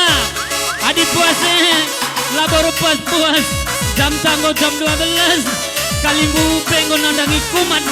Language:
Batak Karo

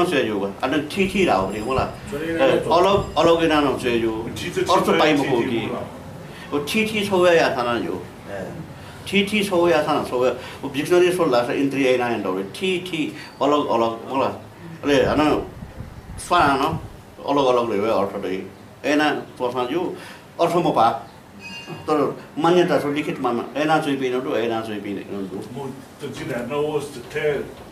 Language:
Newari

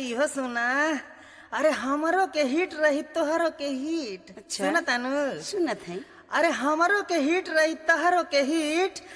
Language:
Bhojpuri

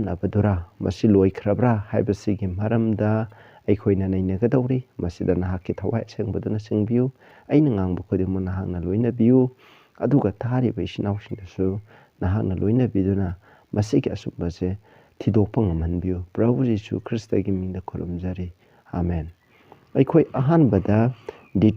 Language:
Manipuri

